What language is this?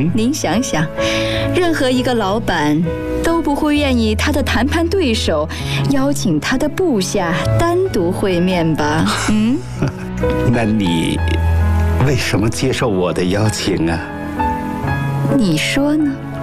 Chinese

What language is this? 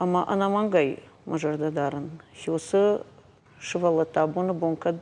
Ossetic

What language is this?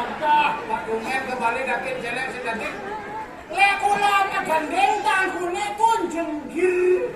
Balinese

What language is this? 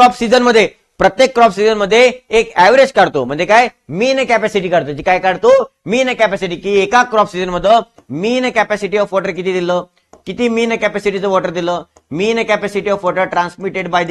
Marathi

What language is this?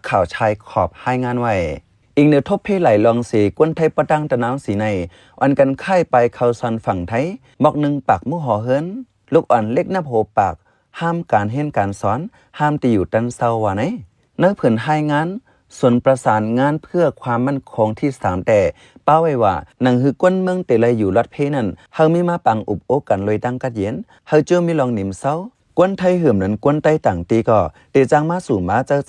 Shan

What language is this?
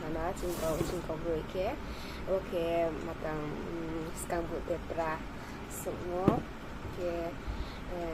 Riang (India)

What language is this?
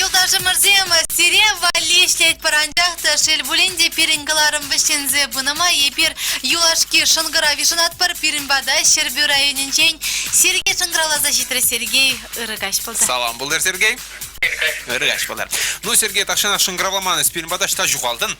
Chuvash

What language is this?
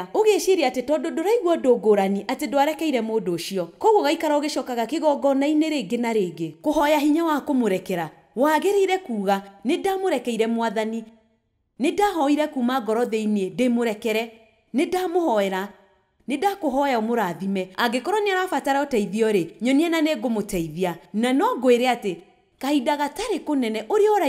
Kikuyu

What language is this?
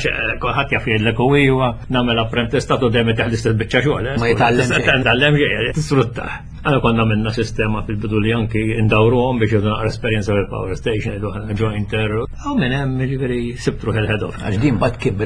Maltese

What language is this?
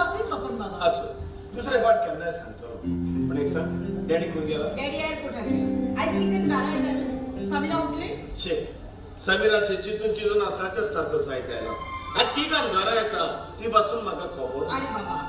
Konkani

